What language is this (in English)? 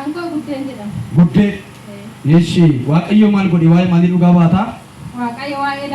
Oromo